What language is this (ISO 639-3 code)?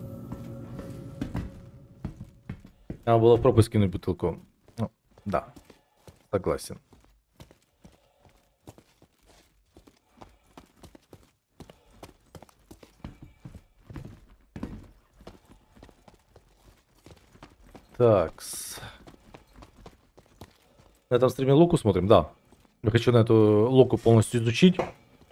rus